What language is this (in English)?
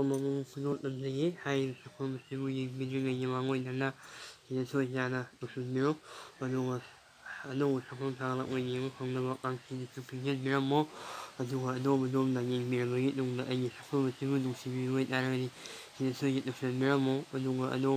Manipuri